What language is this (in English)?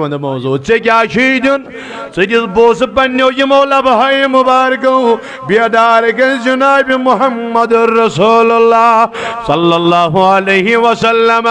Kashmiri